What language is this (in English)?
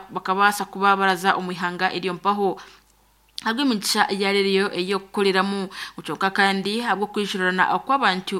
Nyankole